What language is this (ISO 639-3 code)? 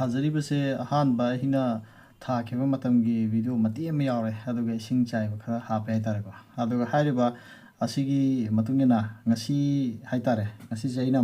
mni